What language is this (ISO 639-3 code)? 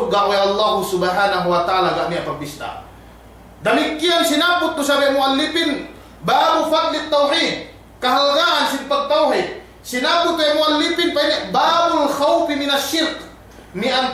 yka